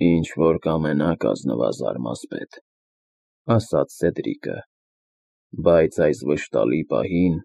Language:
Armenian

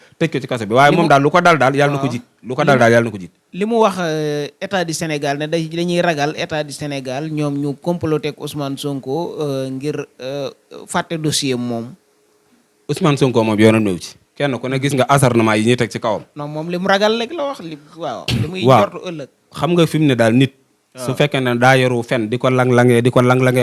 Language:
Wolof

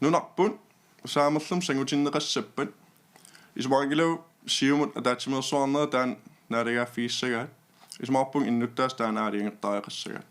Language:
Kalaallisut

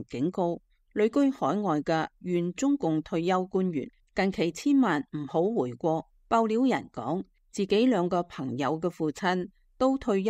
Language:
Cantonese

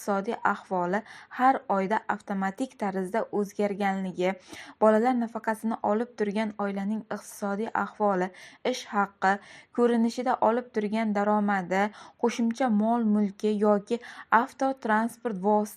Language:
Uzbek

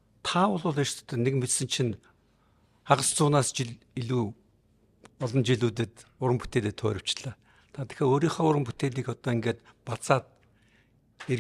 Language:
Mongolian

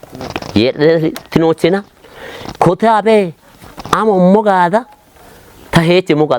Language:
Kafa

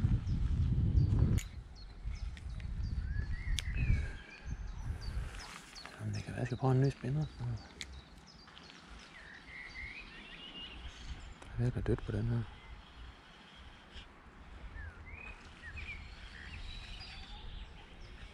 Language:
Danish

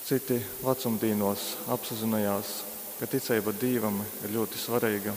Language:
Latgalian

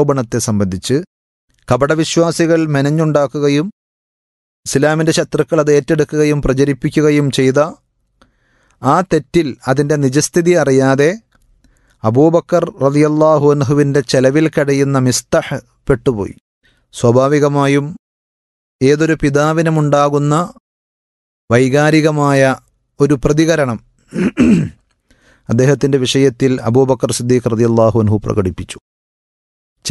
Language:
Malayalam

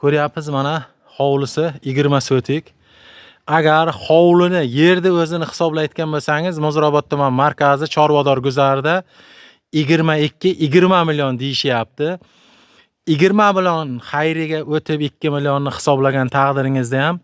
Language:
Uzbek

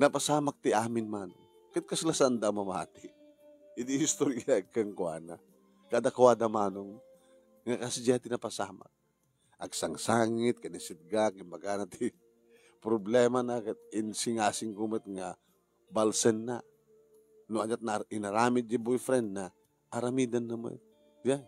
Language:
Iloko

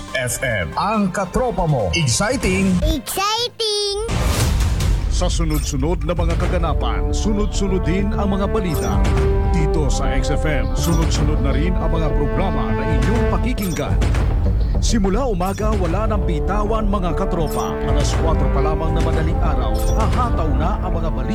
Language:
Filipino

